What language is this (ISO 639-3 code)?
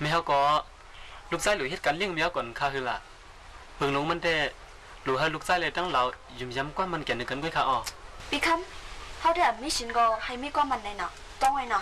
shn